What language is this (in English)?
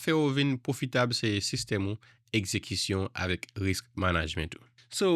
Haitian Creole